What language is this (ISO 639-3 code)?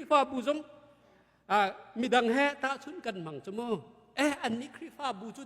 cnh